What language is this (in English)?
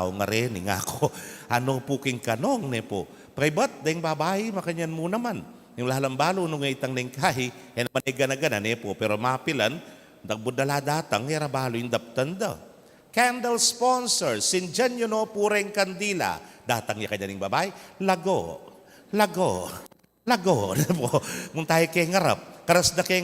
Pampanga